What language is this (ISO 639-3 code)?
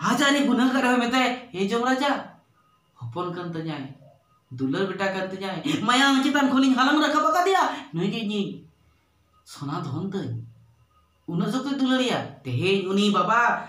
sat